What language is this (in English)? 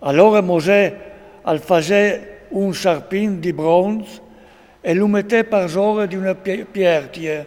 Friulian